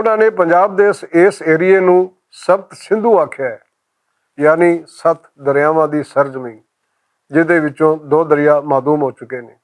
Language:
Western Panjabi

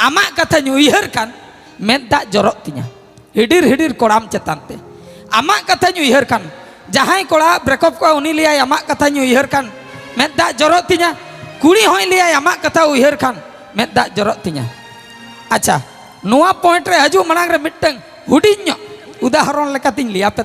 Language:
Santali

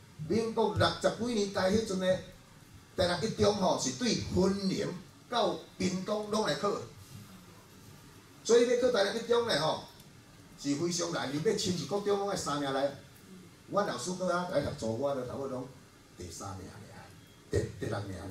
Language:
Min Nan Chinese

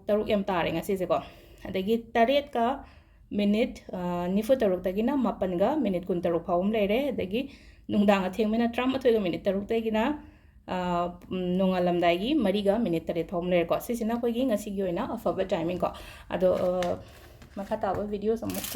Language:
Manipuri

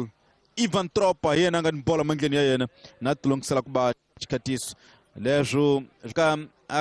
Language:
Tsonga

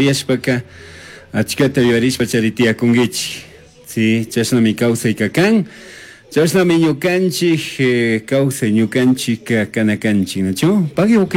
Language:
Chimborazo Highland Quichua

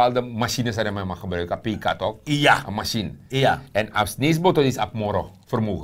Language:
Sranan Tongo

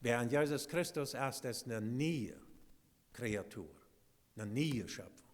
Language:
Plautdietsch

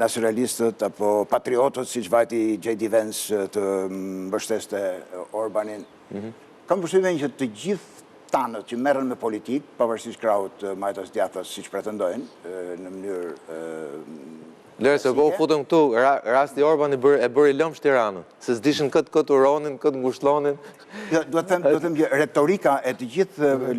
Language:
Albanian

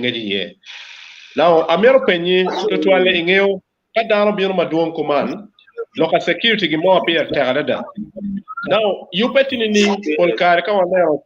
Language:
Acoli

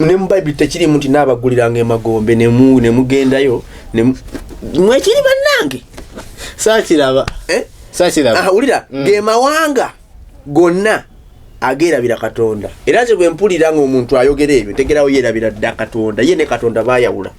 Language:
Ganda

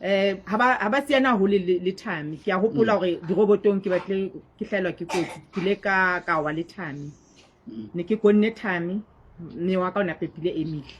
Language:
Southern Sotho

